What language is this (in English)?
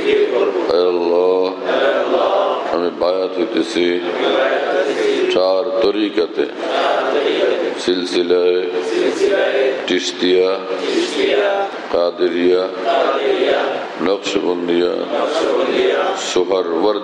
Bangla